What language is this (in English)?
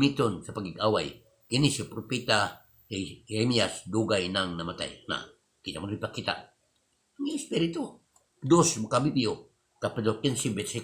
Cebuano